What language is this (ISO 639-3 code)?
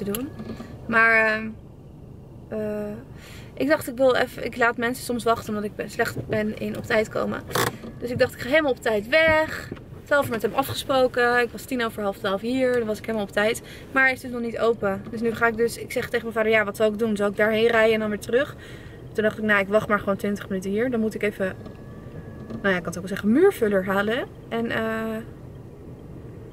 nld